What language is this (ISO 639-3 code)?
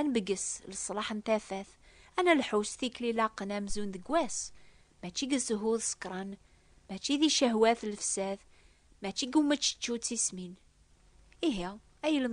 kab